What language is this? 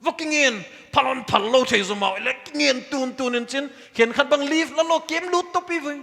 Paite Chin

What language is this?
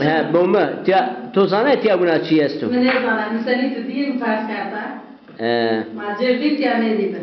Zaza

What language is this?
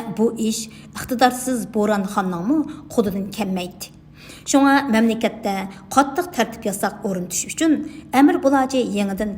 Uyghur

